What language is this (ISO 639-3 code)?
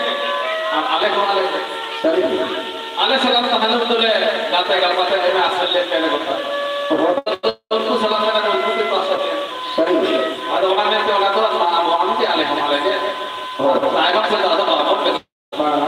sat